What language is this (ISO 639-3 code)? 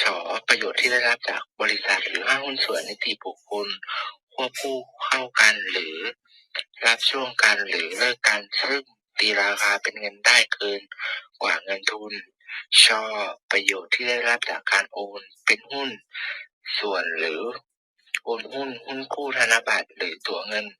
lao